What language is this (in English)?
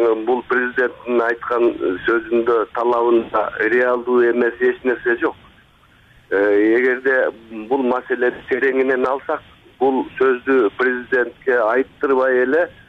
Kyrgyz